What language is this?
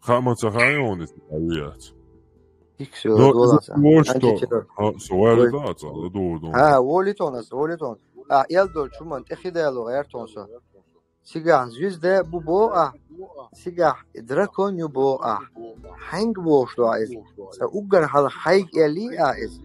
Chechen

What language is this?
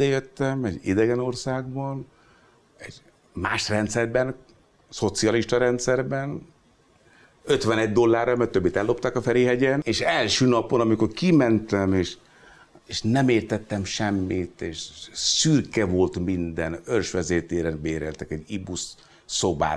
Hungarian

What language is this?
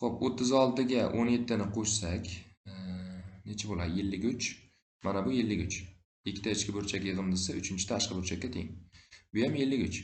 Uzbek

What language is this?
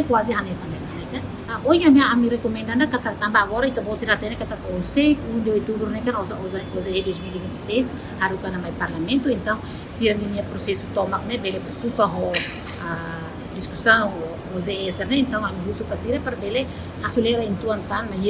Tetum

